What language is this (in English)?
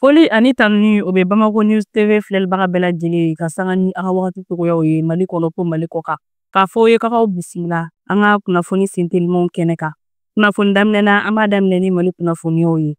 Bambara